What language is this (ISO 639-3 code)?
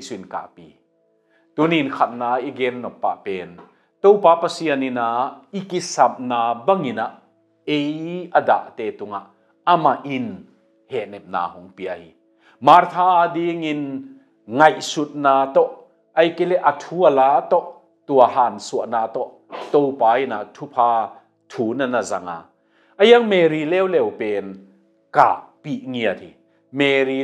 ctd